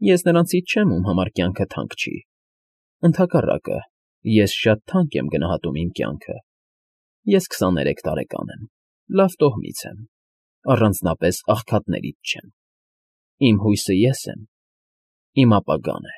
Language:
Armenian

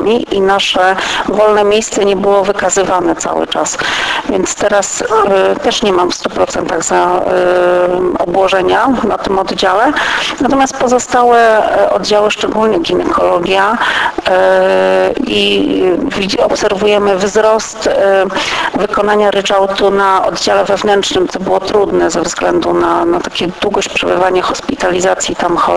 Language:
Polish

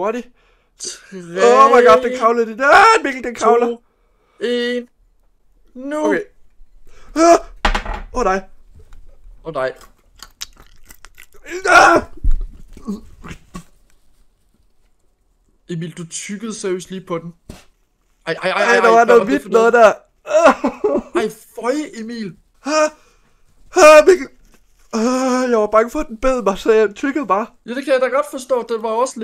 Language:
Danish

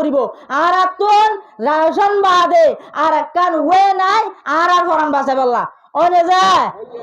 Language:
Rohingya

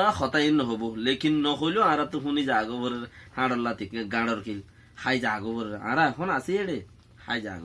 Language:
Rohingya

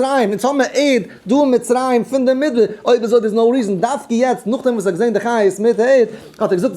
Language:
Yiddish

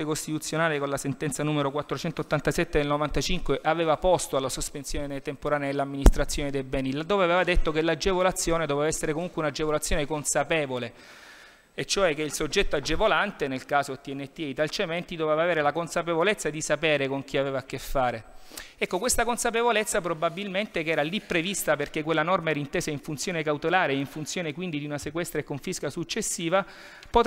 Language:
Italian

